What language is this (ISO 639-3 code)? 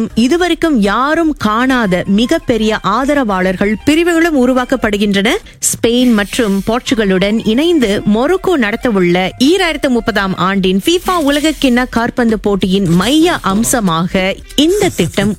tam